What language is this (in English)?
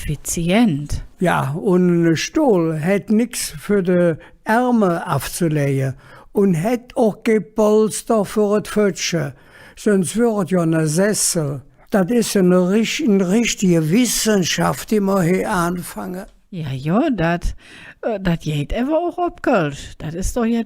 Colognian